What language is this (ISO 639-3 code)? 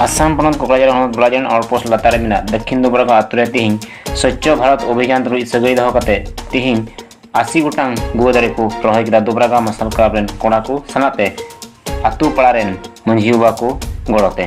sat